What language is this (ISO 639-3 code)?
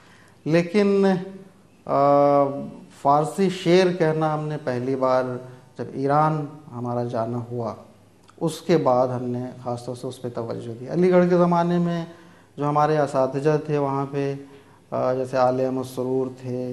urd